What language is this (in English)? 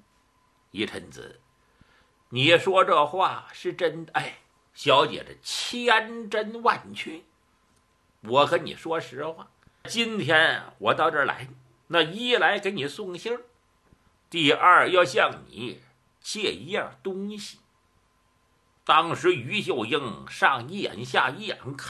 Chinese